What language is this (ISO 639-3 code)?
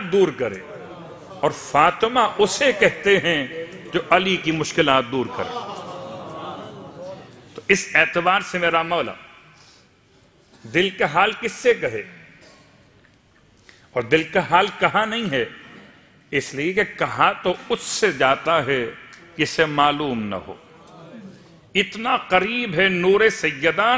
urd